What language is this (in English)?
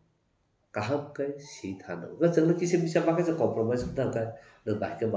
Kok Borok